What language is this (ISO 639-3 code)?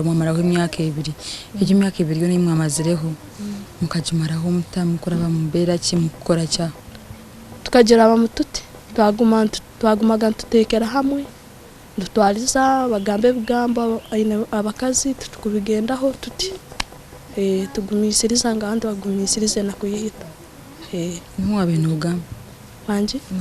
nyn